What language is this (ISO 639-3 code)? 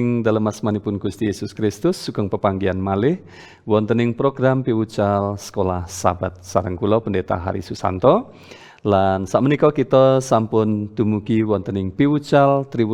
jav